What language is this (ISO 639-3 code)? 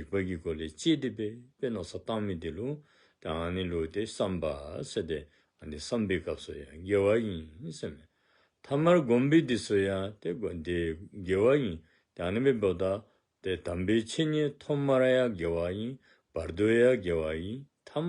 dzo